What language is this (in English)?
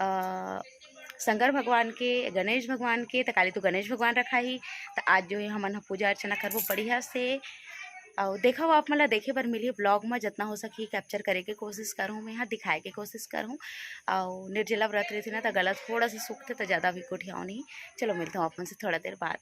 Chhattisgarhi